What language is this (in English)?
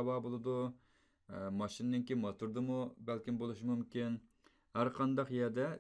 Uyghur